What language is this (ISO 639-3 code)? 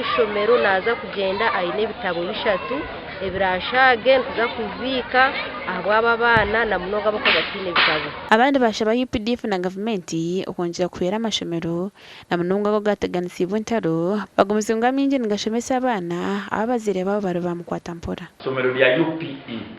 nyn